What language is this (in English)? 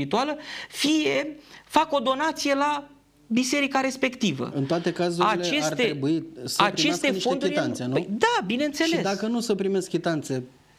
Romanian